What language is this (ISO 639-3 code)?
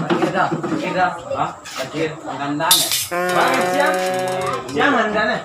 min